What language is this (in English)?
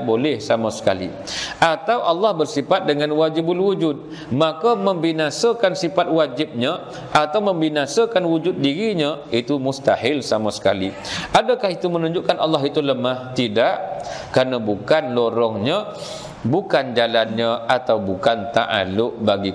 Malay